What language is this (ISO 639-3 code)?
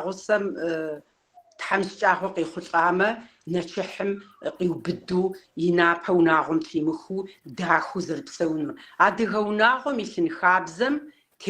kbd